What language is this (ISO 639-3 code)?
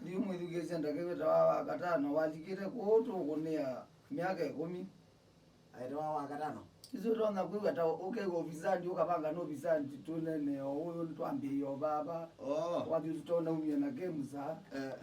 kam